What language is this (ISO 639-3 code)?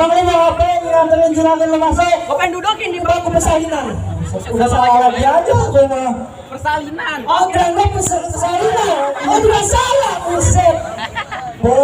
bew